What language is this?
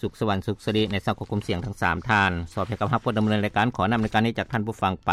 Lao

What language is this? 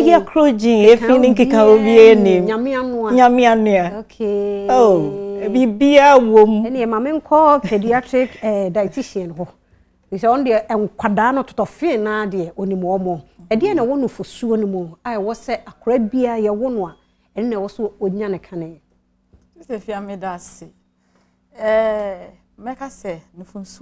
Akan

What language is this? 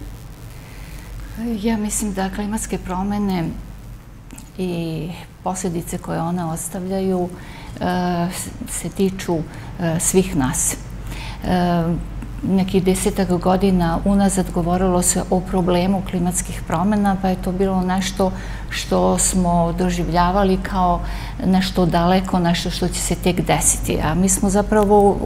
Serbian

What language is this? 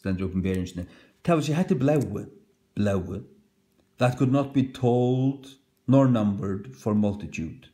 Faroese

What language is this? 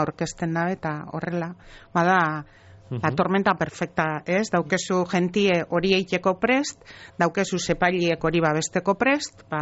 Basque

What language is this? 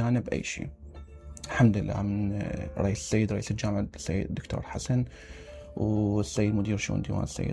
Mesopotamian Arabic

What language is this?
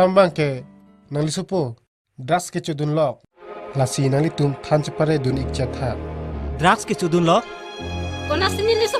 Karbi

